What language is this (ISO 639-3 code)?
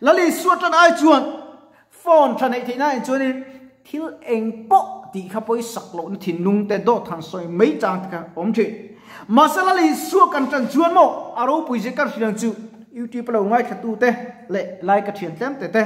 lus